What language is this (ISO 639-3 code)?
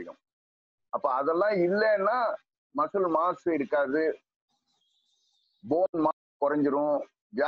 tam